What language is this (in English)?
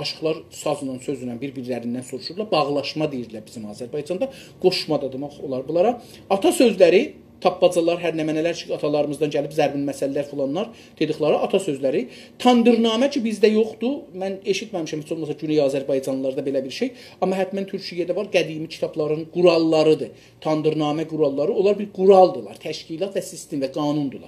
South Azerbaijani